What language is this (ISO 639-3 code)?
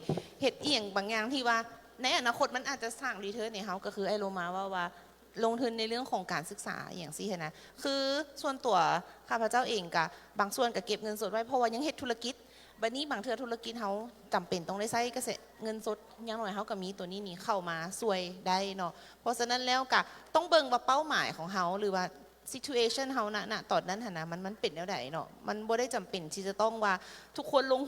lao